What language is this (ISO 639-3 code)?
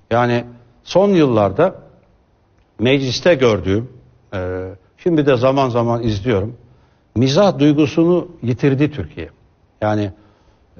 tur